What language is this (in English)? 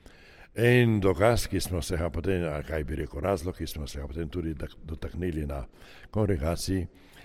Slovenian